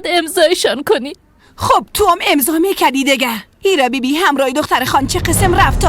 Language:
Persian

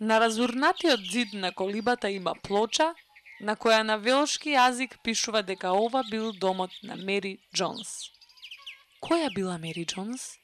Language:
Macedonian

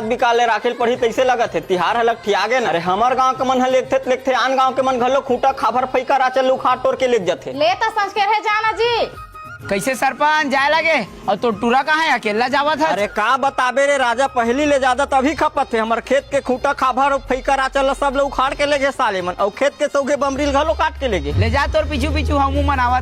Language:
Chhattisgarhi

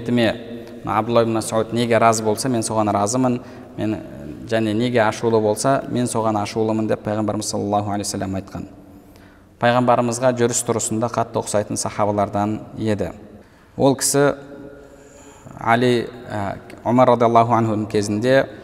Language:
Kazakh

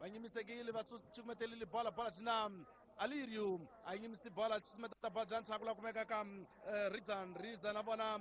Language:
Tsonga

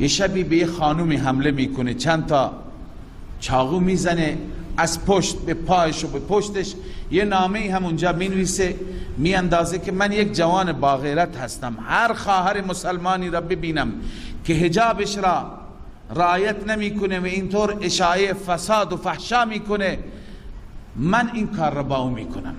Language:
Persian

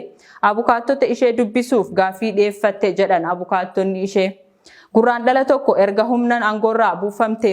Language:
Oromo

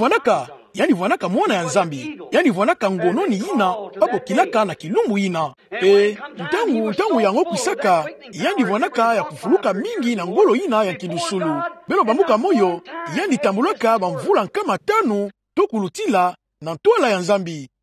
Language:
Kituba (Democratic Republic of Congo)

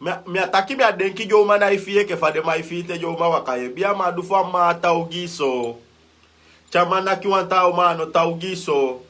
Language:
Sranan Tongo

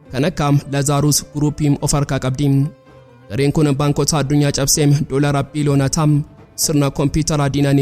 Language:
Oromo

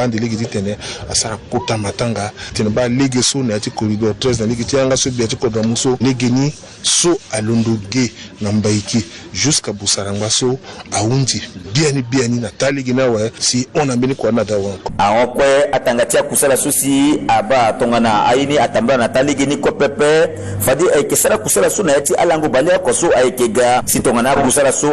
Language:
Sango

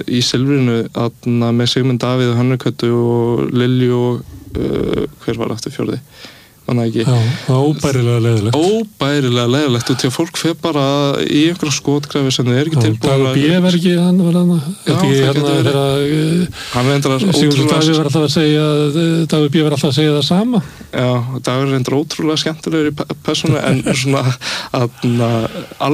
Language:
Icelandic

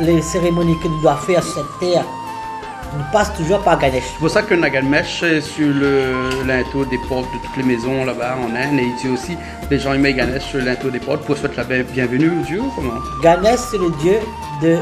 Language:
Réunion Creole French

